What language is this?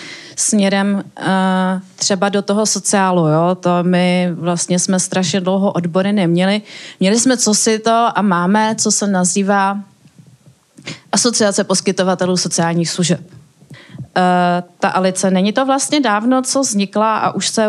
Czech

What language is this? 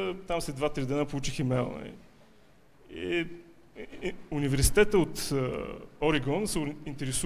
Bulgarian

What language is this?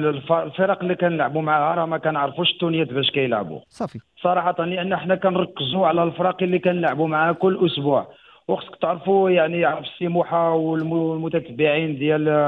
Moroccan Arabic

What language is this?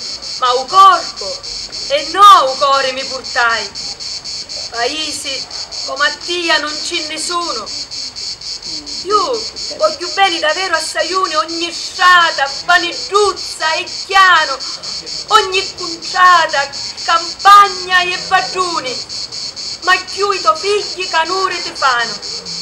Italian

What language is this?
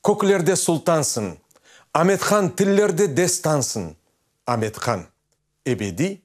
Crimean Tatar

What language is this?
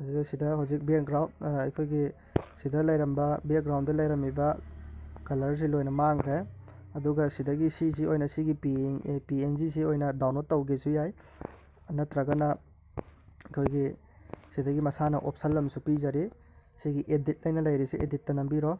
Manipuri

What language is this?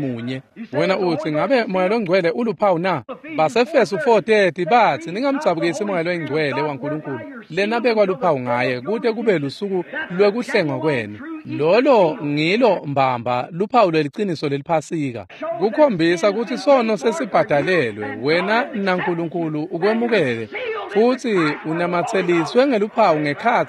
Swati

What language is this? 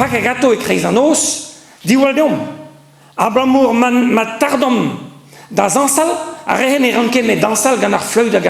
Breton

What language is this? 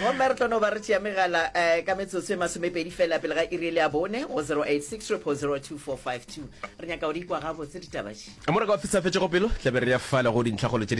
Northern Sotho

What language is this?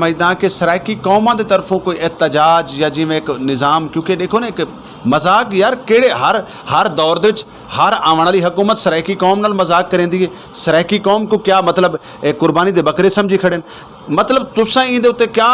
Saraiki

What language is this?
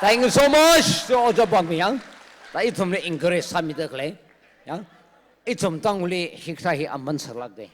Tangkhul Naga (India)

